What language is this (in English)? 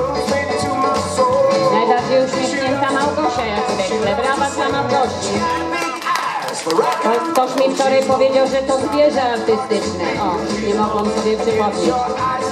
Polish